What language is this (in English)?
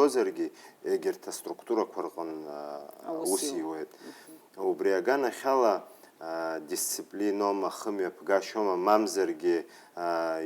Abkhazian